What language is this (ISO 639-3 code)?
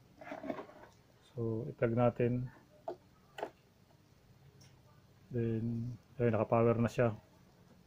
fil